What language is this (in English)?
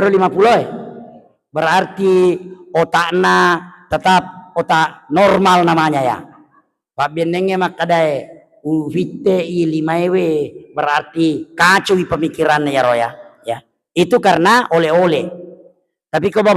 Buginese